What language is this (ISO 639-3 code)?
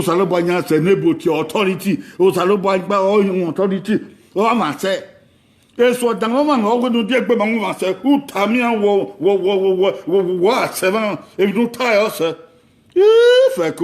bin